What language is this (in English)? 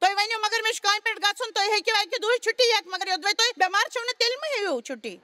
Kashmiri